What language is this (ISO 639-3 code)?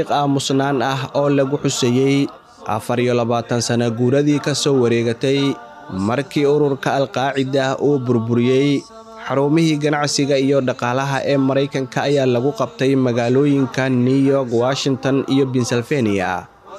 som